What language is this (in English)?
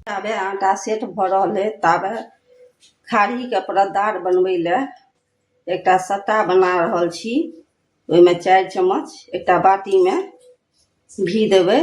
Maithili